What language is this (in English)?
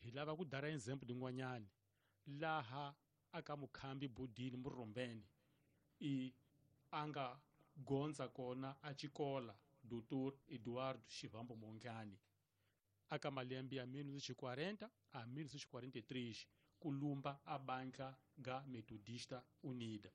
Tsonga